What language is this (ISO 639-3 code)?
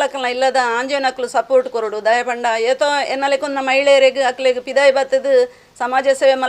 tcy